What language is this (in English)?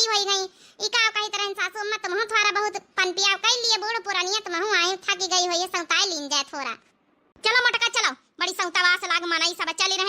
Awadhi